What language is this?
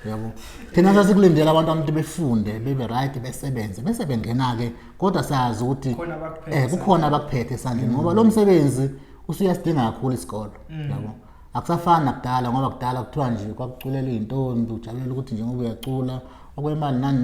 Zulu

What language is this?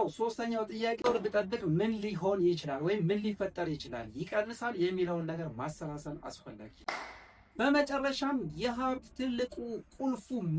Amharic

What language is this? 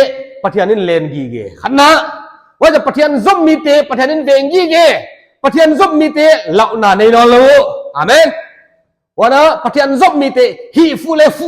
Paite Chin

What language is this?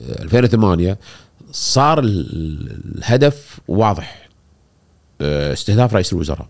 Gulf Arabic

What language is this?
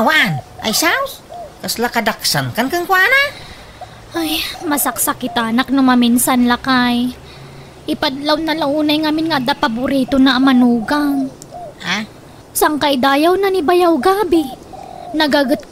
Iloko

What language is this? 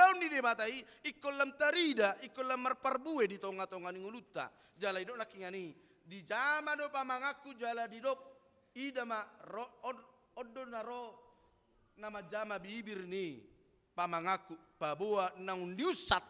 Batak Toba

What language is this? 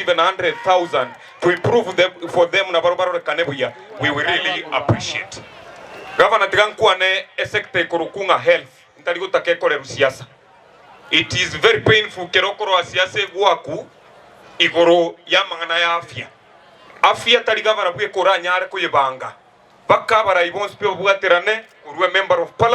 Gusii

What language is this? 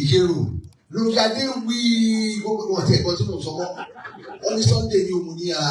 Yoruba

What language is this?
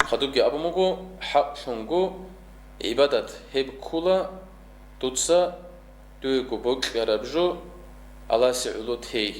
Avaric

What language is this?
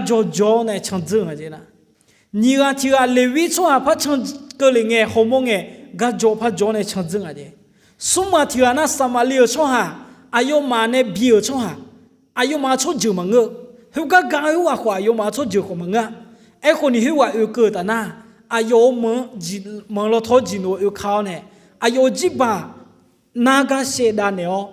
Akha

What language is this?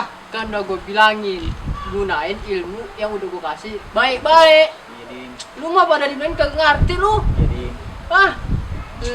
Betawi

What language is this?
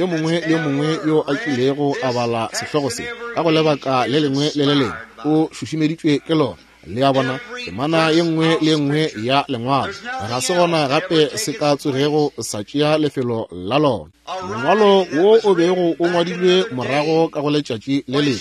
Northern Sotho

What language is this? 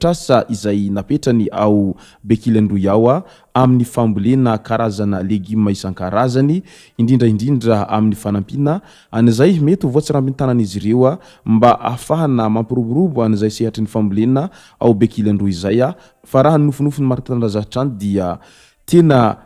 Malagasy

